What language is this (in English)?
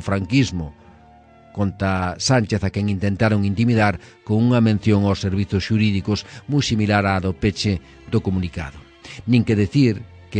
Galician